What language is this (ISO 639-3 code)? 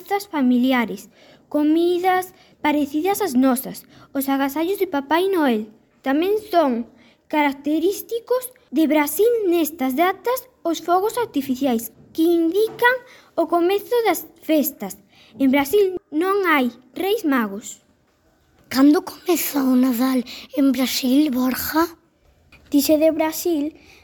glg